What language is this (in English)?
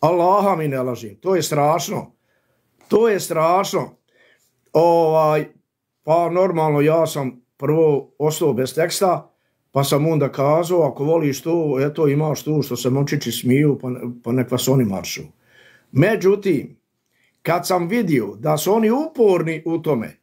Bosnian